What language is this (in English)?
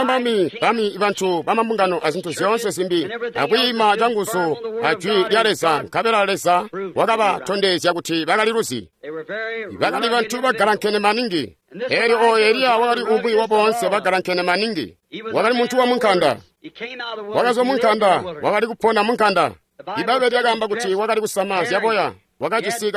Tonga (Zambia)